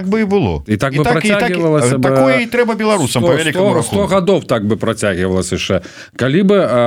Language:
Belarusian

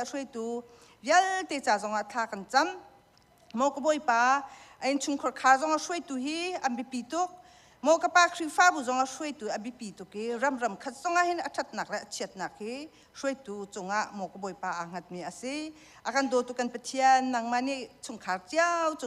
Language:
Hakha Chin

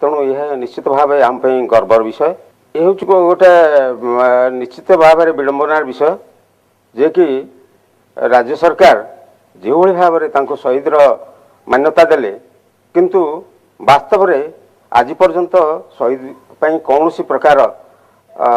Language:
Odia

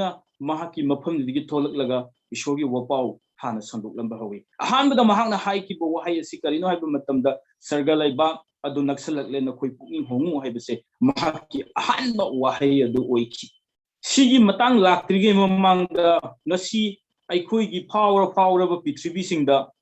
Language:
Manipuri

